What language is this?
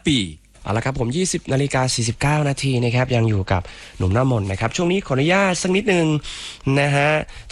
Thai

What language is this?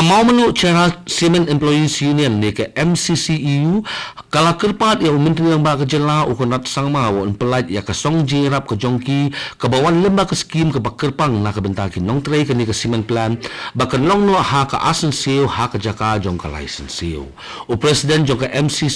Khasi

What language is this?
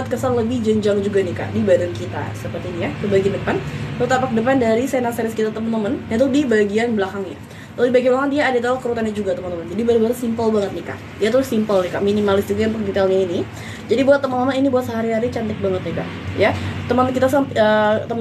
Indonesian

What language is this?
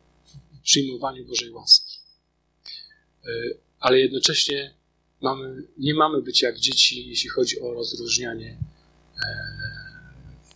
Polish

